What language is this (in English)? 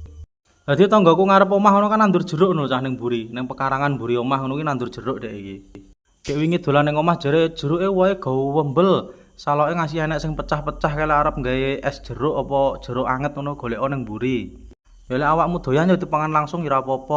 Javanese